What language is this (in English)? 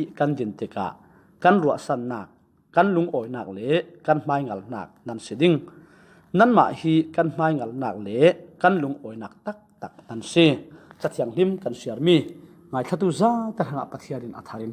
Falam Chin